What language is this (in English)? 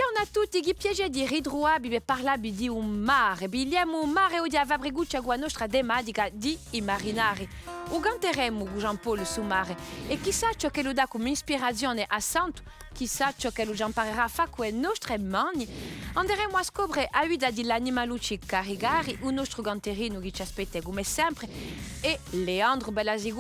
Corsican